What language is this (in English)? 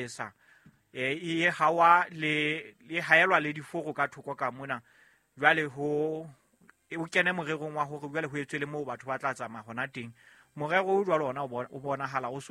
Southern Sotho